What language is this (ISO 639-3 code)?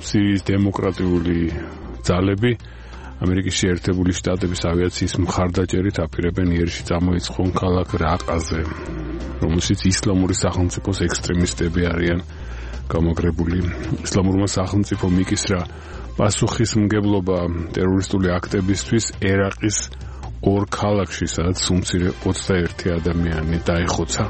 kat